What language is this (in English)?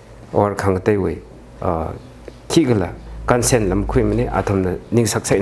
Tangkhul Naga (India)